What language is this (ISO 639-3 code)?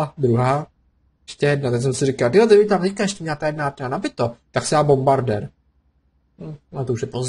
ces